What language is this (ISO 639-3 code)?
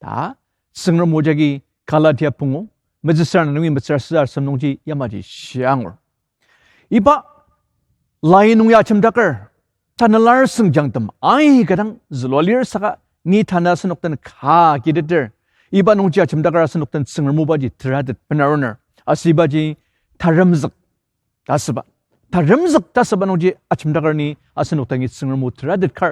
njo